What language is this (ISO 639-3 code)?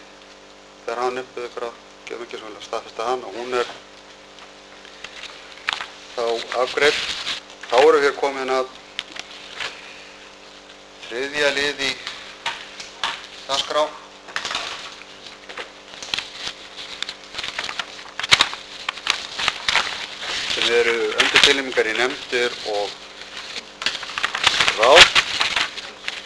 isl